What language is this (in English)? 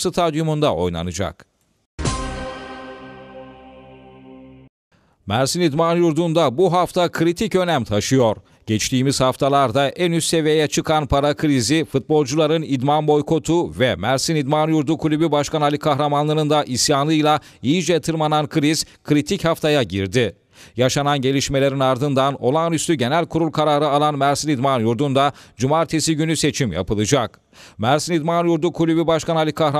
Turkish